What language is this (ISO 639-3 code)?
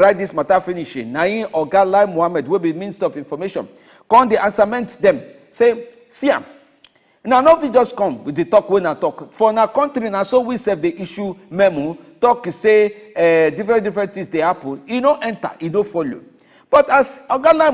pcm